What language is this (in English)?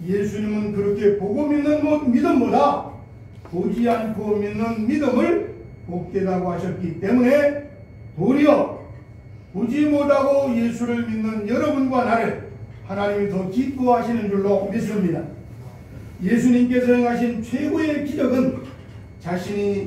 Korean